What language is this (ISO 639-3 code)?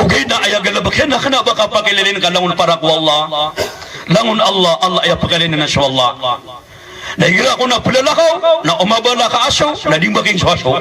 mrw